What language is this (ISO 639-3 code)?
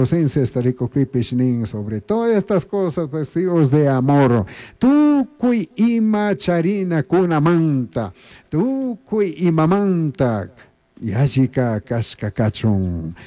qug